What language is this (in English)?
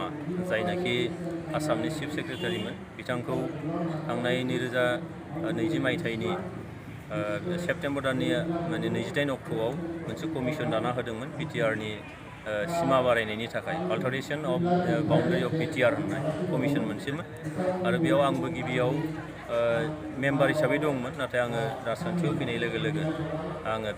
Bodo